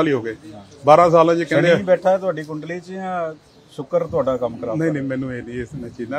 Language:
Punjabi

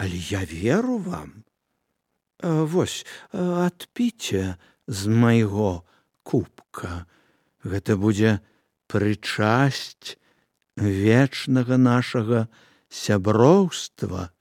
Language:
Belarusian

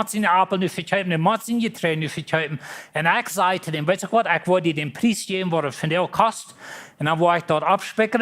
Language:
Plautdietsch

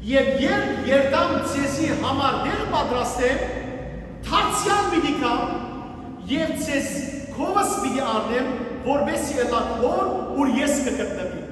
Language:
Western Armenian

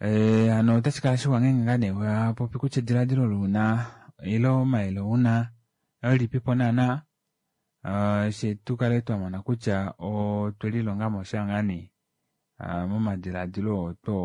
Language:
Kuanyama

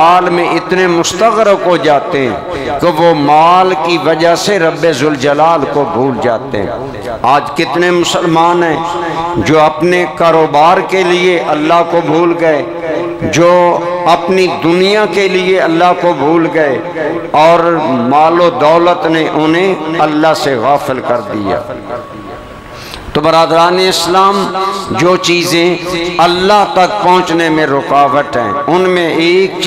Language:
Urdu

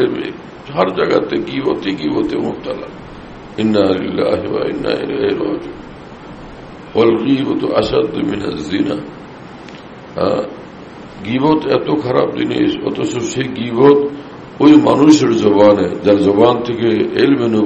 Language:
Bangla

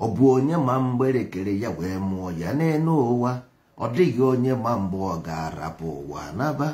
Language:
Igbo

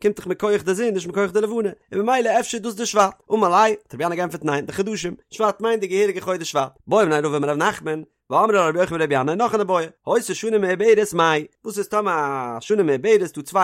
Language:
Yiddish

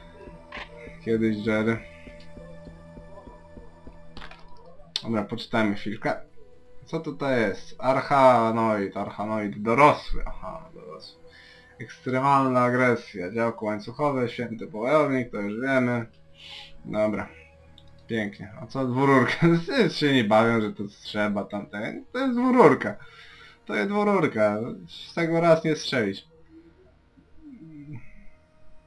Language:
Polish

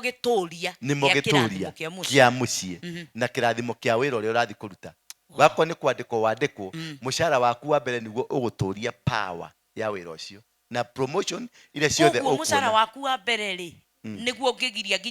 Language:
Kikuyu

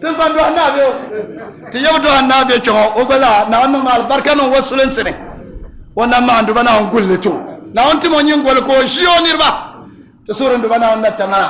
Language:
Dagbani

